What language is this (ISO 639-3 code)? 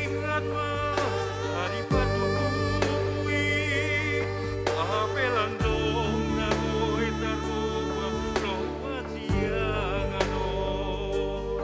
bts